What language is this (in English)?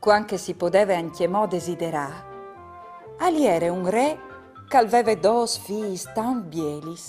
Friulian